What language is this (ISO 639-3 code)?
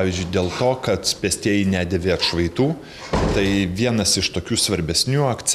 lit